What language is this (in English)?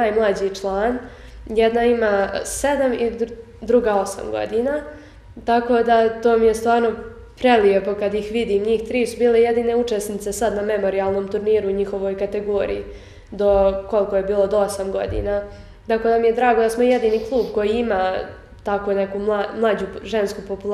Bosnian